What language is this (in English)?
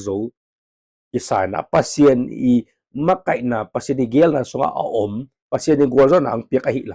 Tedim Chin